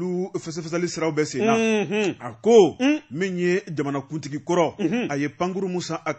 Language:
Bambara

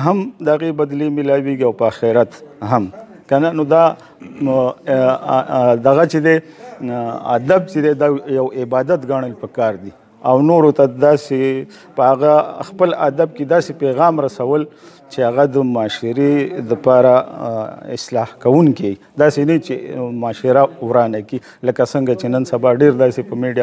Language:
Pashto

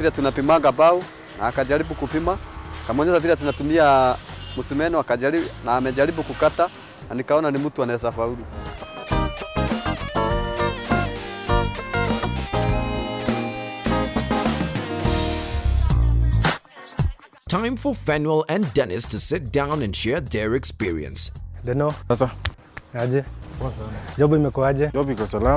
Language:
Swahili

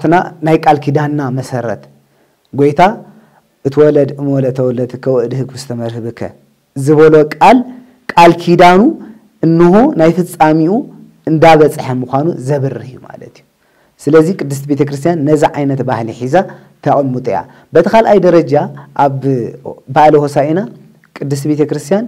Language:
Tigrinya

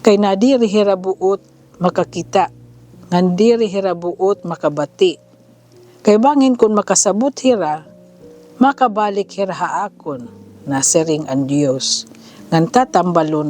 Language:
Waray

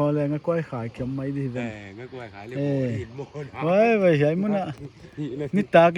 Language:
Paite Chin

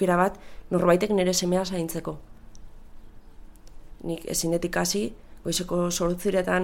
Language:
Basque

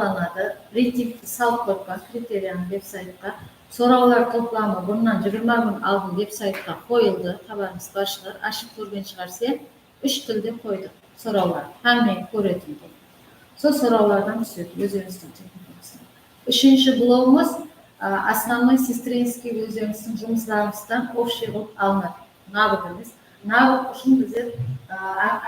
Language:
Kara-Kalpak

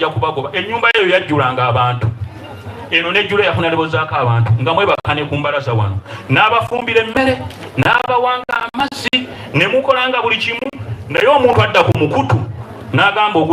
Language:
Soga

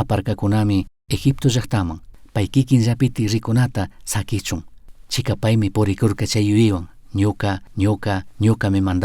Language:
Chimborazo Highland Quichua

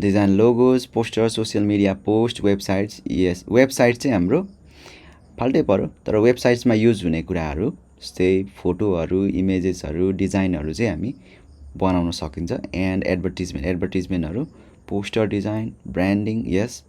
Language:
Nepali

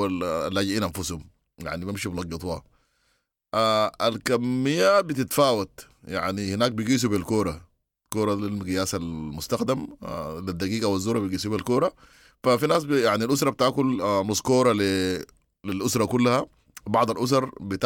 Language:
Sudanese Arabic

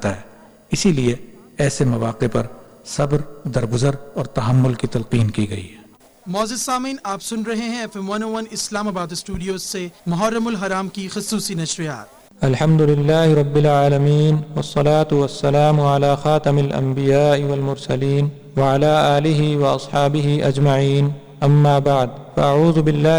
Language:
Urdu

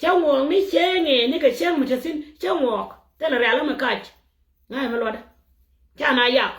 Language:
Nuer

